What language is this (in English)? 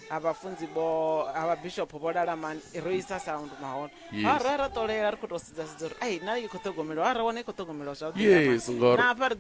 Venda